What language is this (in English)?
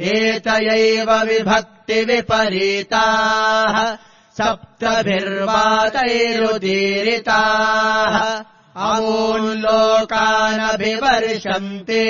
Sanskrit